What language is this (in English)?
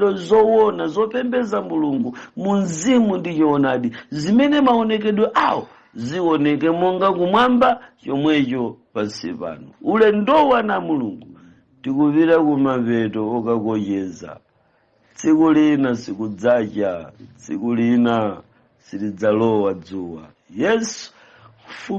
Nyanja